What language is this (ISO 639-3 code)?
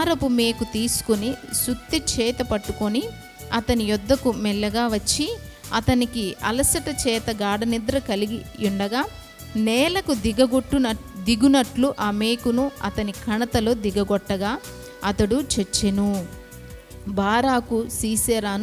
kff